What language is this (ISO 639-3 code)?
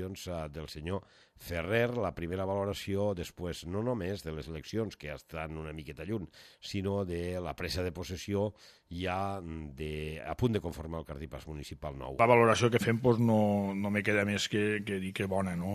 cat